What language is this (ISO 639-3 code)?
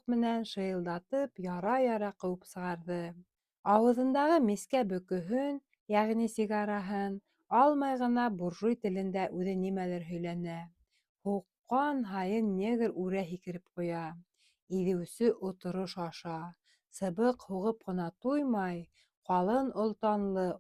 bak